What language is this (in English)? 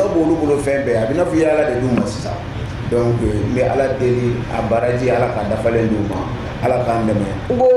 Bambara